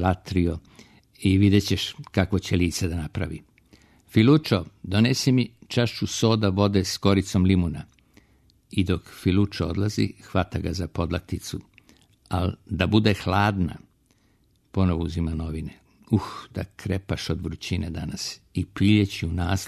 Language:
Serbian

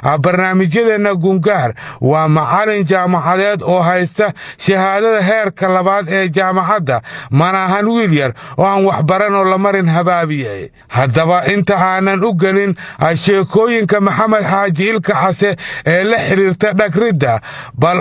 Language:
Somali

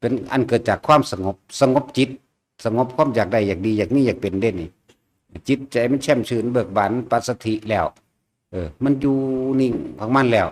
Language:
Northeastern Thai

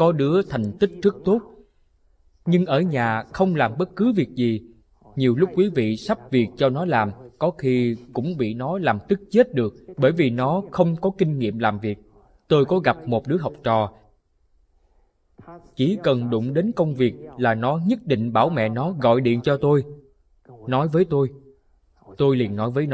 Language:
Vietnamese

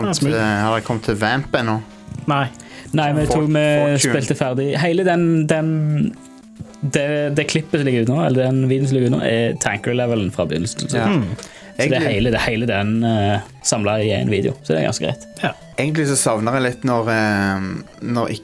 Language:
Norwegian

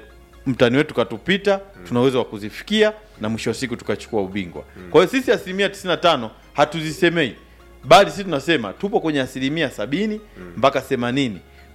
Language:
Swahili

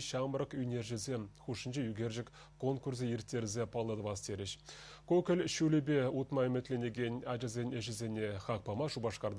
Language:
Chuvash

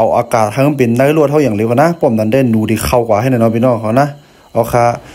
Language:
Shan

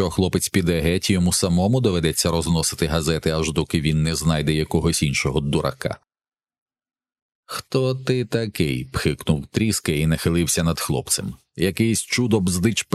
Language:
Ukrainian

